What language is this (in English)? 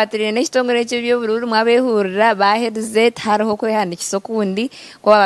Nyankole